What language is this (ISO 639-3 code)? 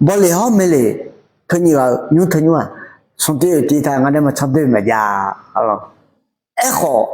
ahk